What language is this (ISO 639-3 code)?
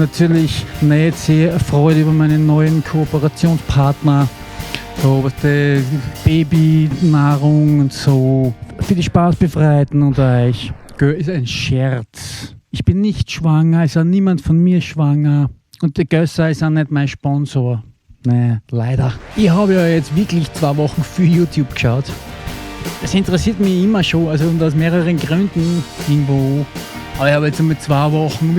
bar